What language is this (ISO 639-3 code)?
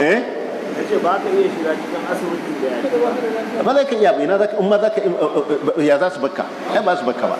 hau